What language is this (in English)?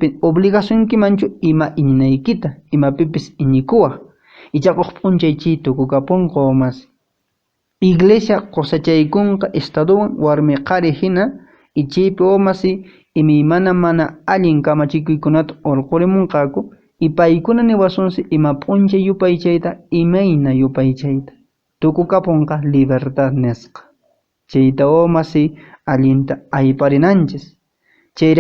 Quechua